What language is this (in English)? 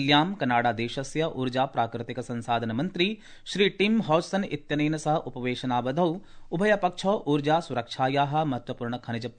Sanskrit